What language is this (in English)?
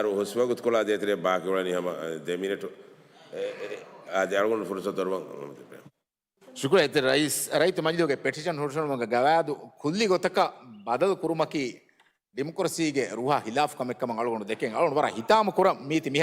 Divehi